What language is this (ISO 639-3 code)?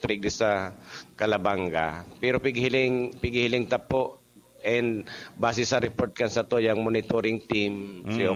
bik